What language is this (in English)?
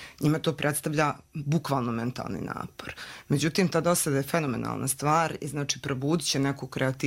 Serbian